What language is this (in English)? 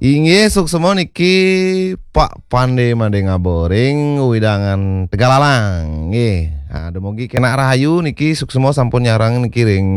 Balinese